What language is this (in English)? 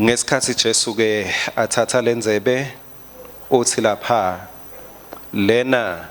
Swati